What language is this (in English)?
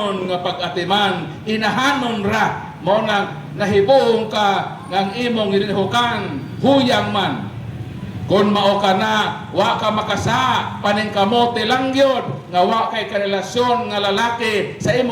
Cebuano